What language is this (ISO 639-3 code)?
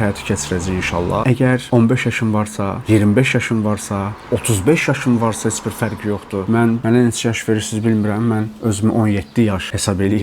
aze